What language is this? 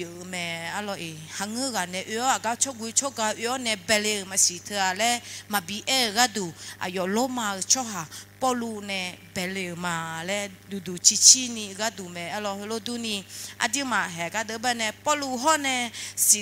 Akha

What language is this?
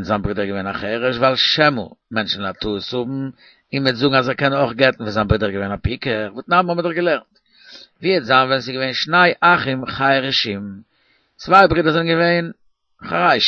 Yiddish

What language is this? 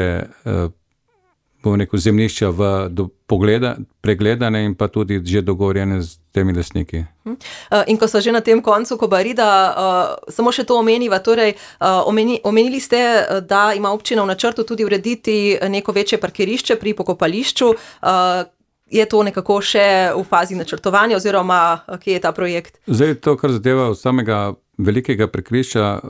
Slovenian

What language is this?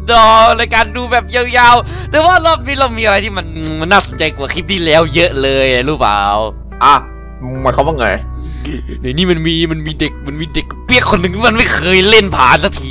Thai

